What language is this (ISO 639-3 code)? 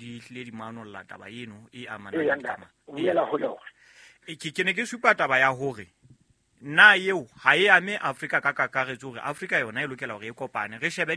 sot